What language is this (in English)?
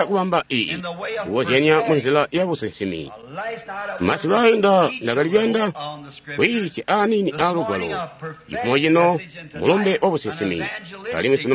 Tonga (Zambia)